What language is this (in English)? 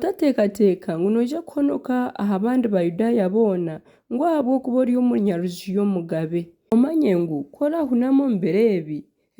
Nyankole